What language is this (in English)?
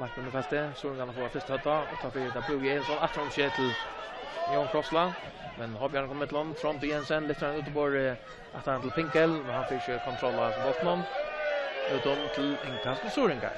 Faroese